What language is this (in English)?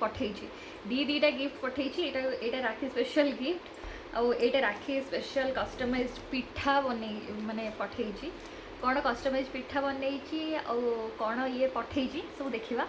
Odia